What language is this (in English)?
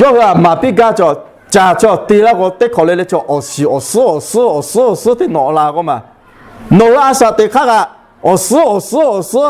Lahu